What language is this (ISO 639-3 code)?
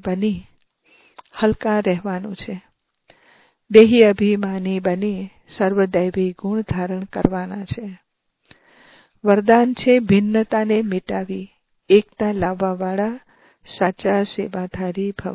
guj